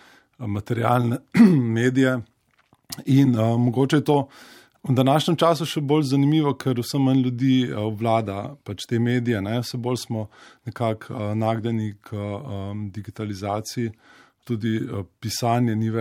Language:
Slovenian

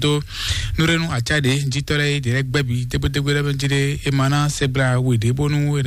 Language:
Fon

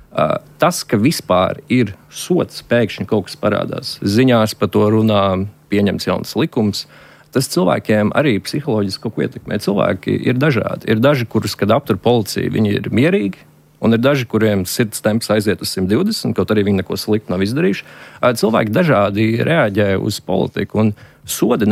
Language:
Latvian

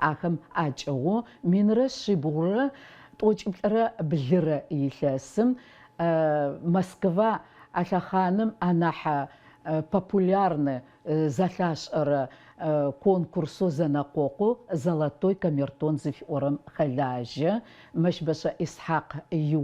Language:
Adyghe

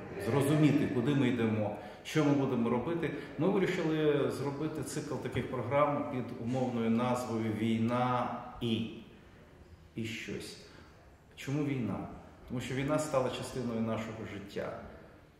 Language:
Ukrainian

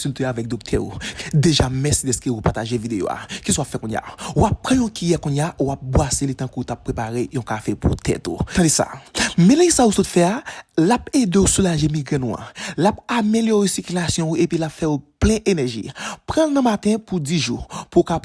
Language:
Haitian Creole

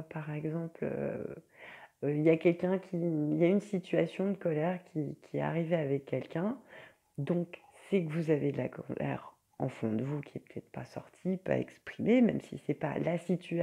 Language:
French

